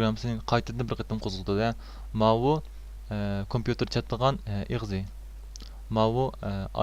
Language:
Uyghur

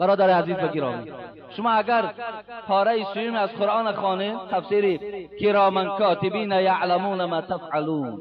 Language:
Tajik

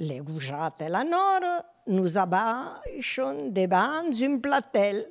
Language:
Occitan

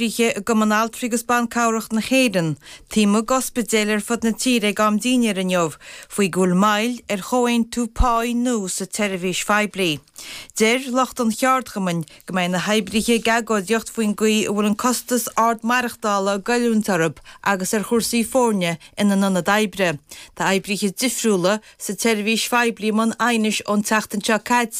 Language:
Irish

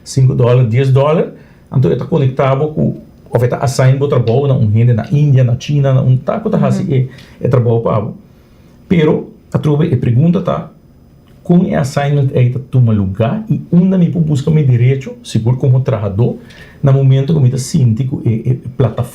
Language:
Papiamento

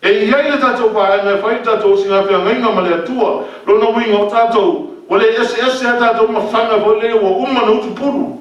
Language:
Samoan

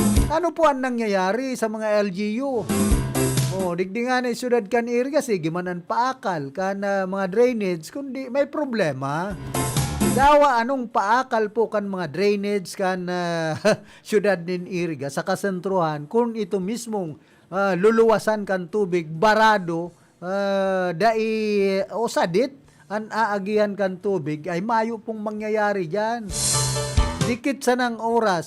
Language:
Bikol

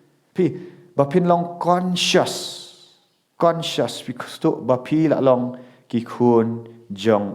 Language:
Khasi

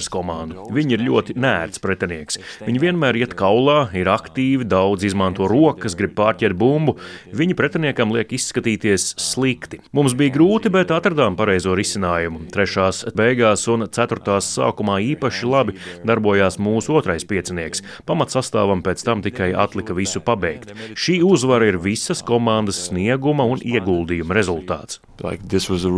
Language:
Latvian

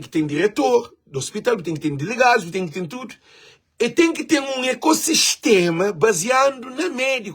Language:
Kabuverdianu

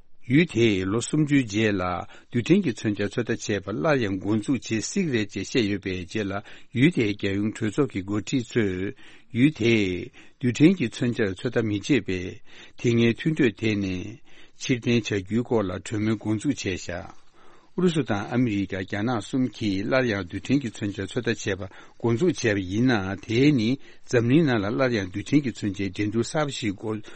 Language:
Tibetan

